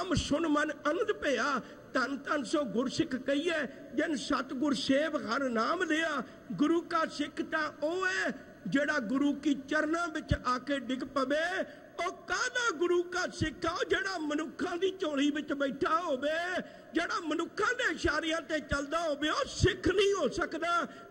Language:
Punjabi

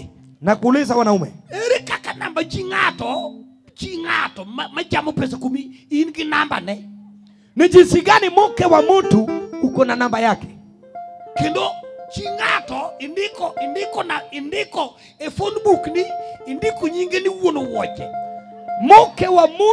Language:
Luo (Kenya and Tanzania)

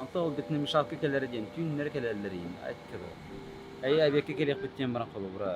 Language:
Yakut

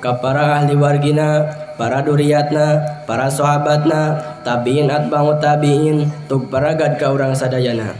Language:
Sundanese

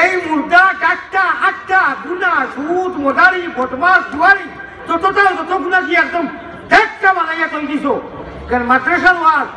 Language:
Sylheti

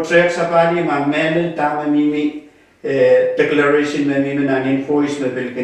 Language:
Pohnpeian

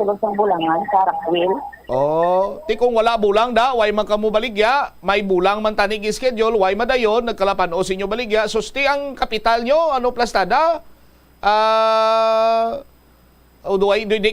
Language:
Hiligaynon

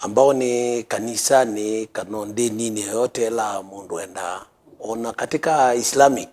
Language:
Kamba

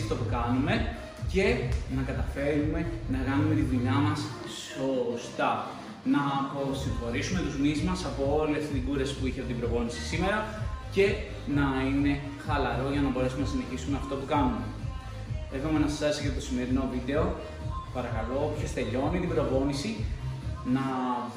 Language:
Greek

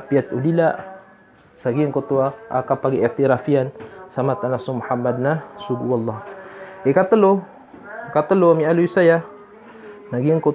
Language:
Maranao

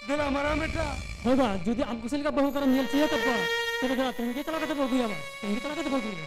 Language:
Santali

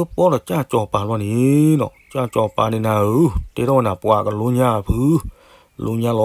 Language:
S'gaw Karen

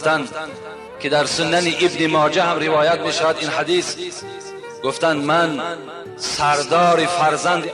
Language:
Tajik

